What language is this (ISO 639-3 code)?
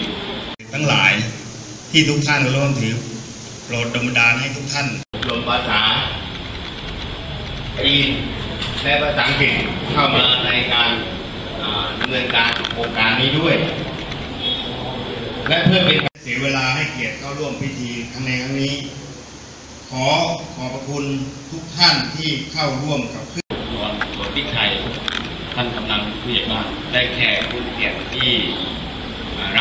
tha